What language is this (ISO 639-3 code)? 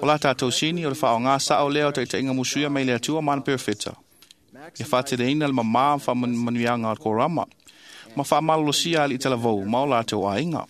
smo